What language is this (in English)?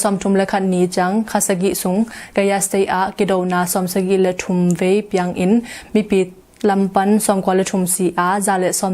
Tedim Chin